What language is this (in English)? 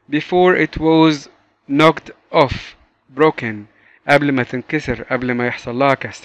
Egyptian Arabic